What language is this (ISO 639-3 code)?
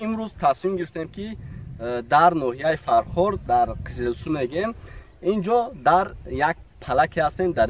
tgk